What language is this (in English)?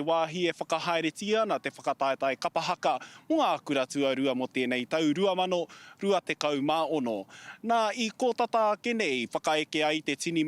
Māori